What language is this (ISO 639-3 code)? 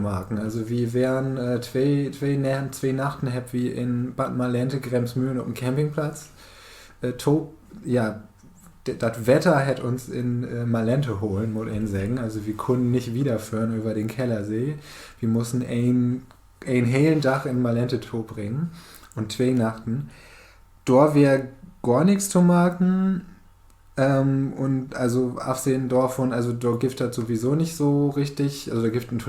nds